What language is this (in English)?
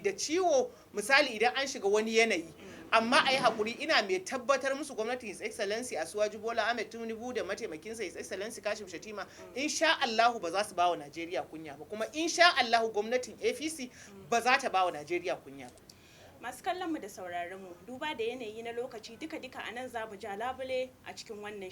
Hausa